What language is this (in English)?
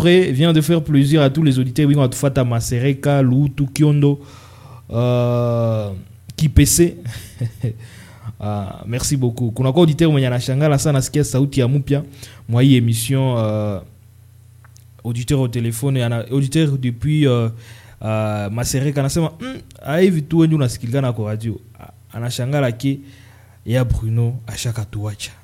Swahili